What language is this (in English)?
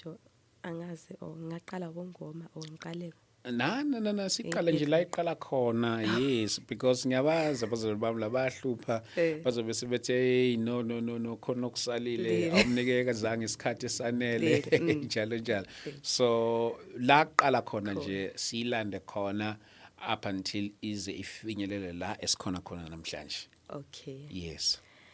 Zulu